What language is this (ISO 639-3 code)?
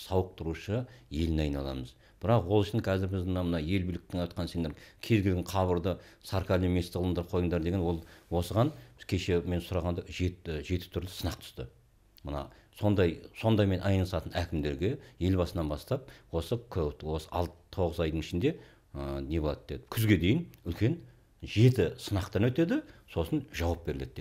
kaz